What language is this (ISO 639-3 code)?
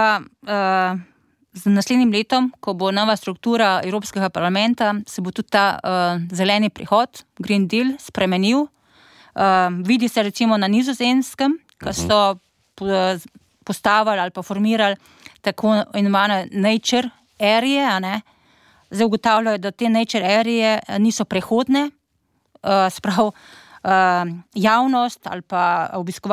slv